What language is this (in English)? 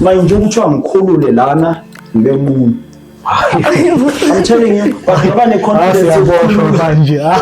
Zulu